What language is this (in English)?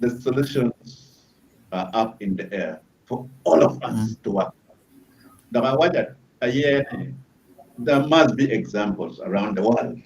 Acoli